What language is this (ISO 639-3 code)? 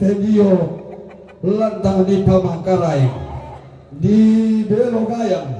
sda